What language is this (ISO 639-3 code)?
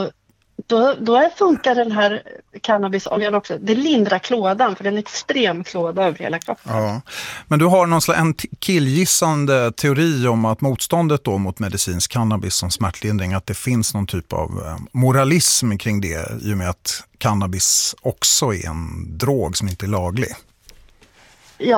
swe